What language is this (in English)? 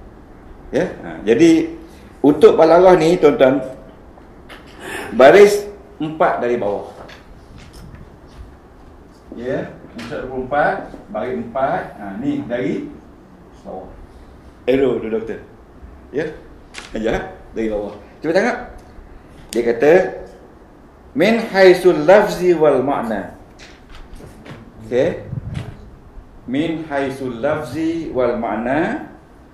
Malay